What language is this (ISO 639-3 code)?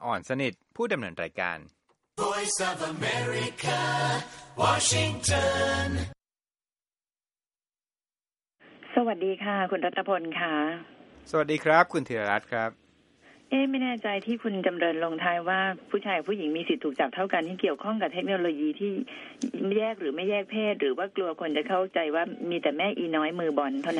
tha